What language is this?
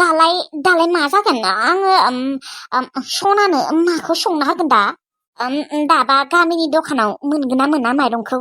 Bodo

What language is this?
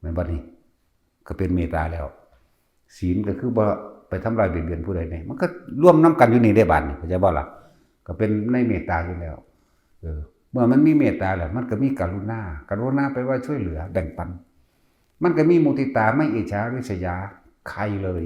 Northeastern Thai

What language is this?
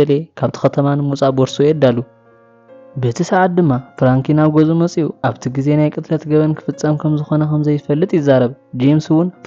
Tigrinya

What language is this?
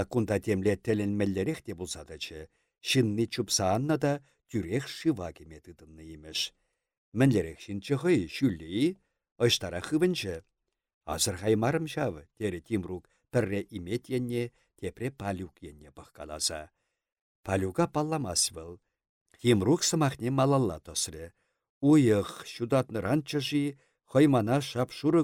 Chuvash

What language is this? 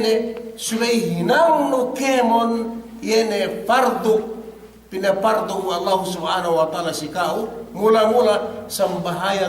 Yakan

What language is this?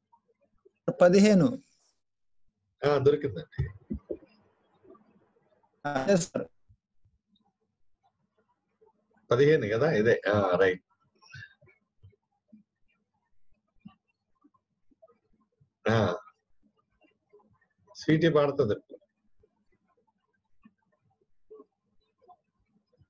Telugu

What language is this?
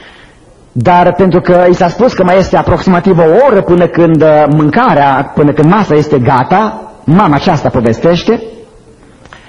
Romanian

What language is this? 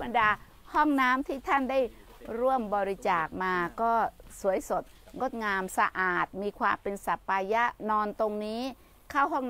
Thai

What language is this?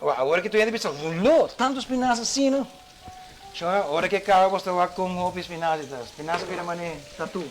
Papiamento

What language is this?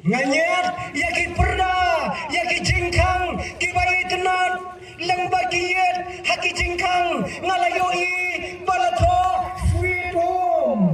Khasi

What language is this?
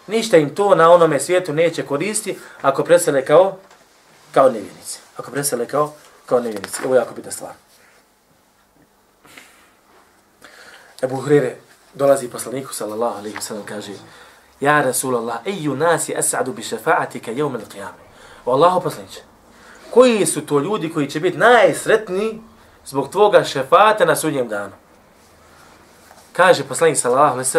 Bosnian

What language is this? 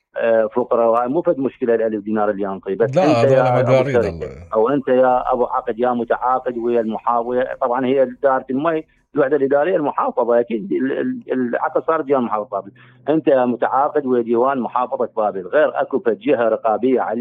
Mesopotamian Arabic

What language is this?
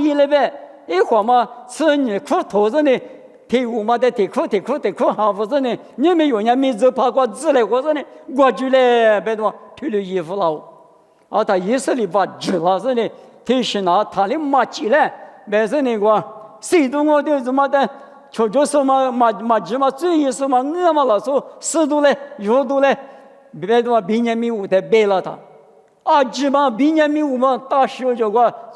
Lisu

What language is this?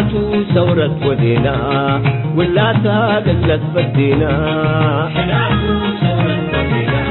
Tigre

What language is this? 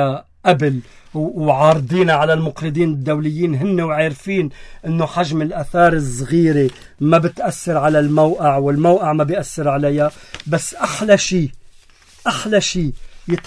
North Levantine Arabic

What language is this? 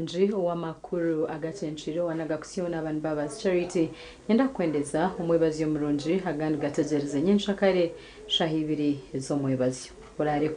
Nyankole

